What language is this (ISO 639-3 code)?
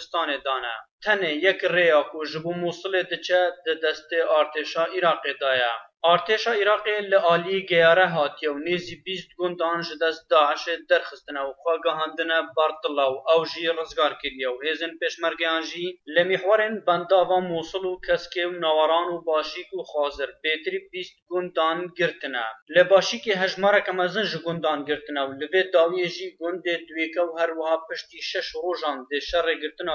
kur